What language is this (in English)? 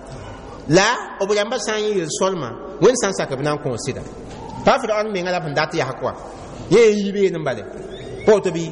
Mossi